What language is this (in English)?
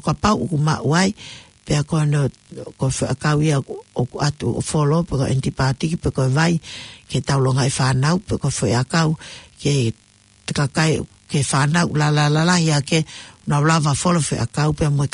Tongan